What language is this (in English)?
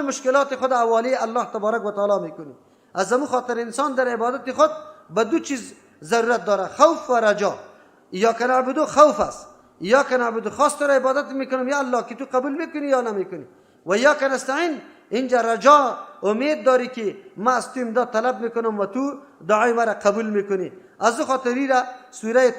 Persian